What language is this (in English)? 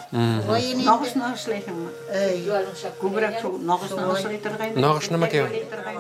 Bashkir